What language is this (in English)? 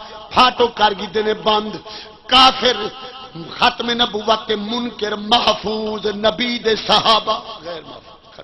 Saraiki